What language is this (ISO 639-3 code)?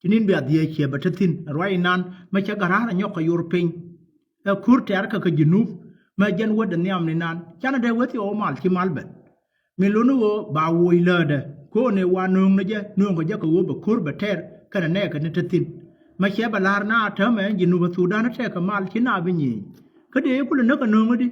nus